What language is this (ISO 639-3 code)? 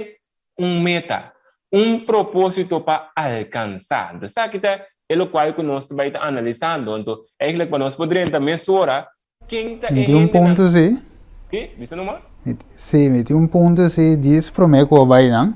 pap